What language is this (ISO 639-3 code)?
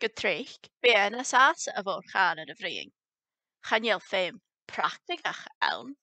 gla